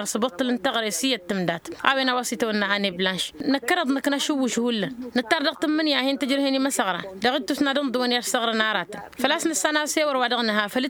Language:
Tamasheq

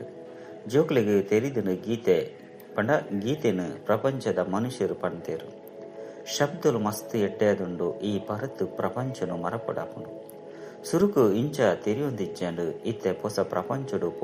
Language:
Tulu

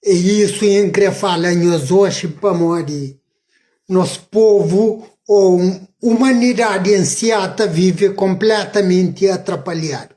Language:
Kabuverdianu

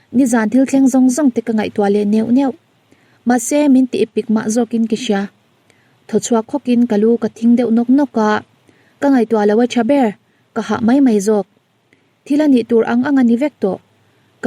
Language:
Mizo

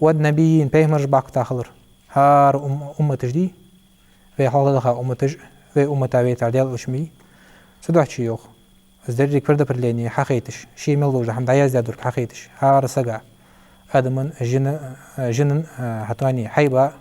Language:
Ingush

